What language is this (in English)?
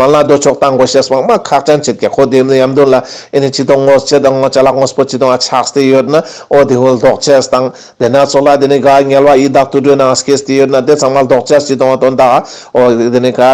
Ladakhi